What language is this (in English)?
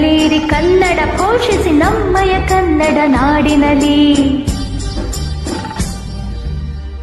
Kannada